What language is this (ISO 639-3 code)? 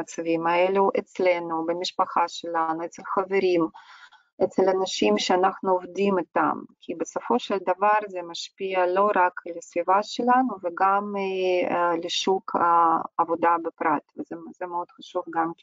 heb